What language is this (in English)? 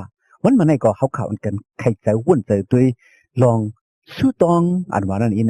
Shan